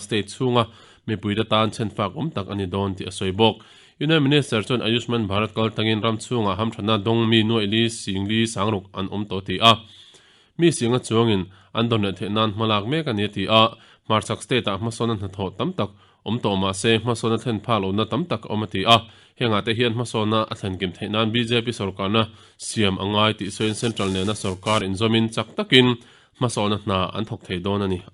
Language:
Mizo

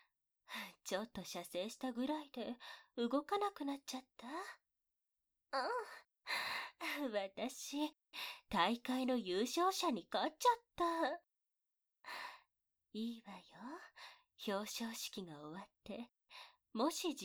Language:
Japanese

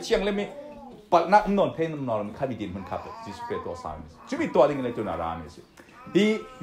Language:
Falam Chin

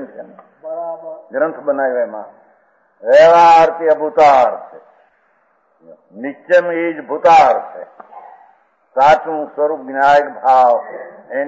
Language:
Gujarati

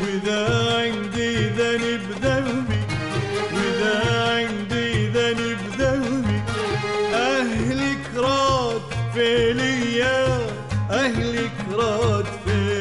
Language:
Mesopotamian Arabic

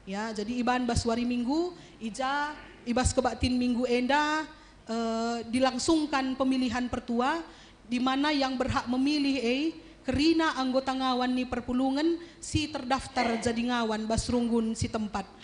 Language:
Batak Karo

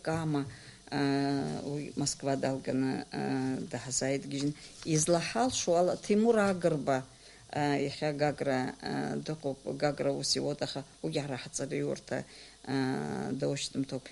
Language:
Abkhazian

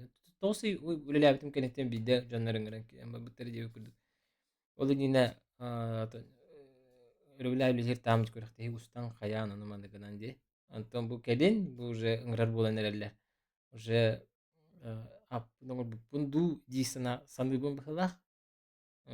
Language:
Yakut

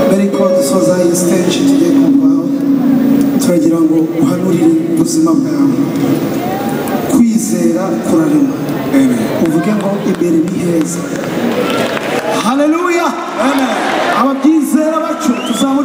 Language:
Kinyarwanda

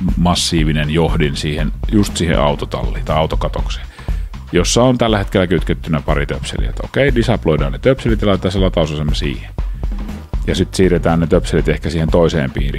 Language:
Finnish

